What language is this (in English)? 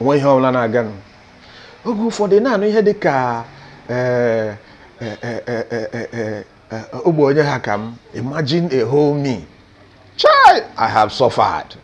Igbo